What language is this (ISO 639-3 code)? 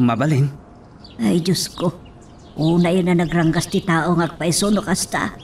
ilo